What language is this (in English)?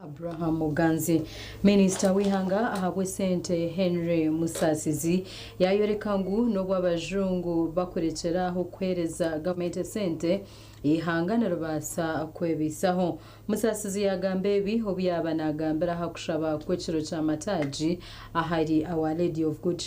Nyankole